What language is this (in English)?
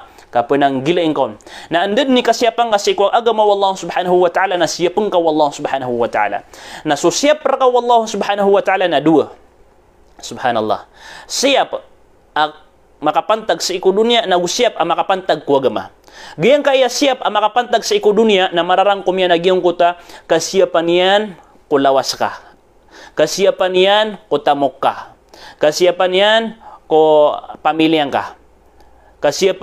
Maranao